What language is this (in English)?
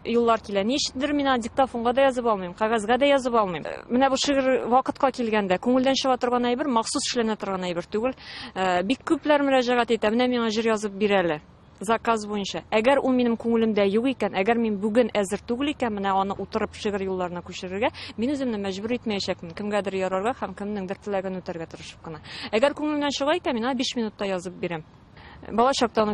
Tatar